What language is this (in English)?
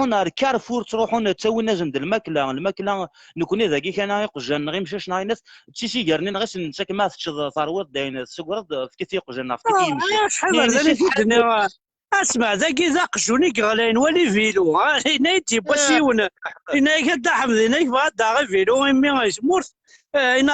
Kabyle